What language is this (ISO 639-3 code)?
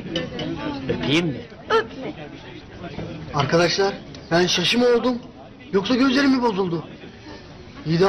tur